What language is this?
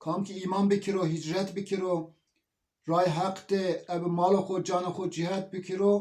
Zaza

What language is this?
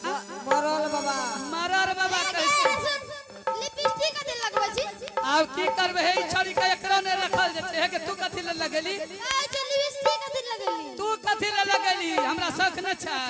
Angika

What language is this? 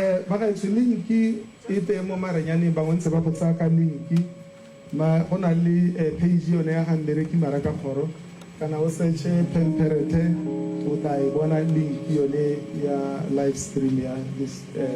Tswana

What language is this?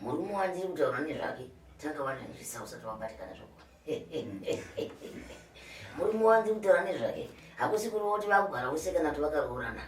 Shona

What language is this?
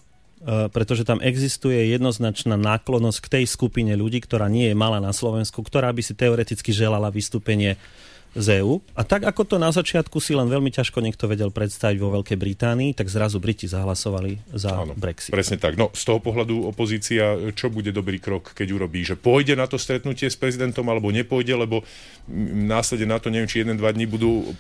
Slovak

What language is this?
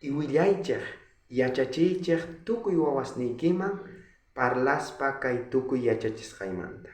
South Bolivian Quechua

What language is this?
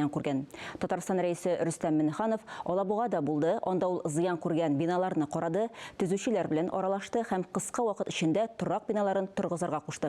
Tatar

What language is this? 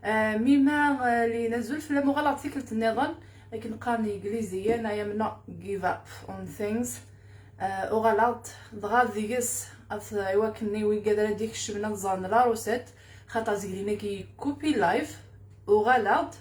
Kabyle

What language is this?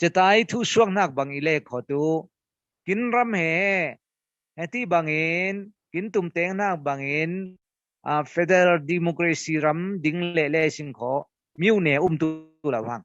Falam Chin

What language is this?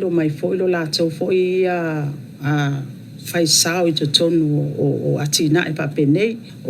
Samoan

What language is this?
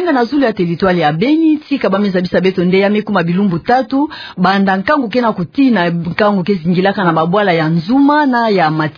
Kituba (Democratic Republic of Congo)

